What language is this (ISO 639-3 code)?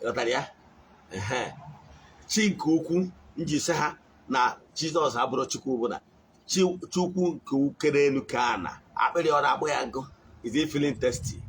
ibo